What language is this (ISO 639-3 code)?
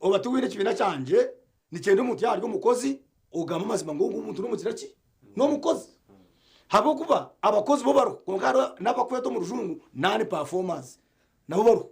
nyn